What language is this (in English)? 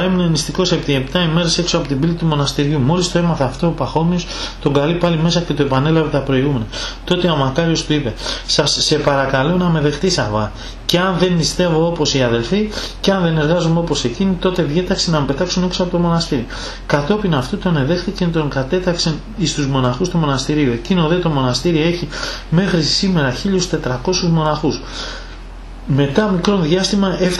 Greek